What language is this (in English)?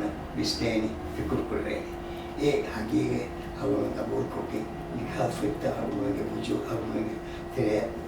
Divehi